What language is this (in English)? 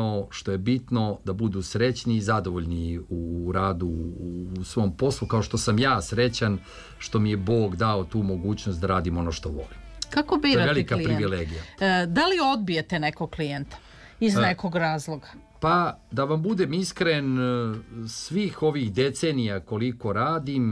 Serbian